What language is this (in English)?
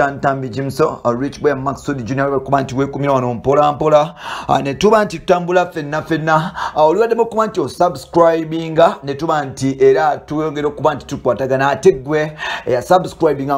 Ganda